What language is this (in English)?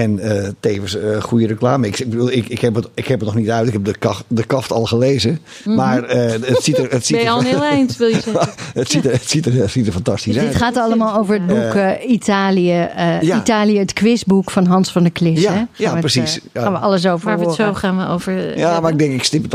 Dutch